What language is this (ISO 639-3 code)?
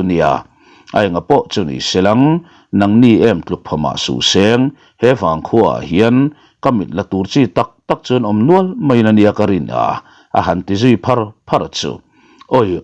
lus